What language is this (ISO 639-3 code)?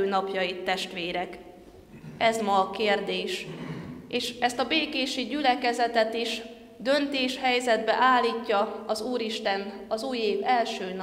hun